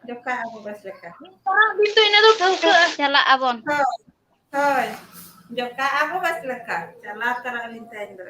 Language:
Santali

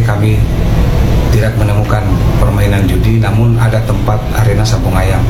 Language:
Indonesian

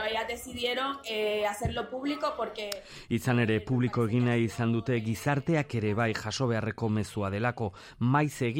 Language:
Basque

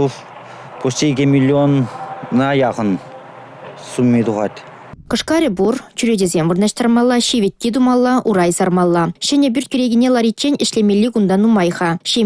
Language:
Chuvash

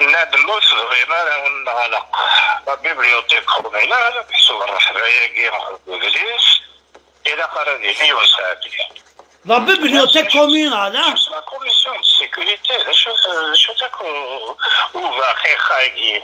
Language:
Kabyle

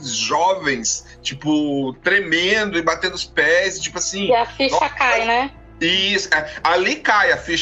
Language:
Portuguese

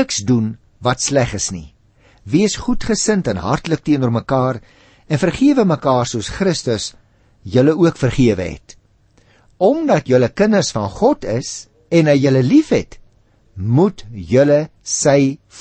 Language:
Afrikaans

